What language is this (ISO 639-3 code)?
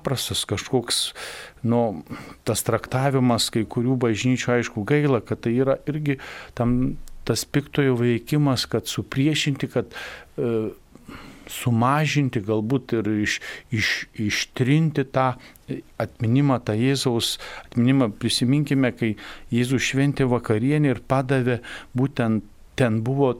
lit